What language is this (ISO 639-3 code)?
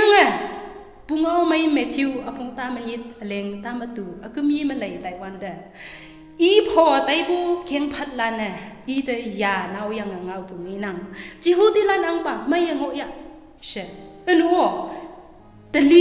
nbe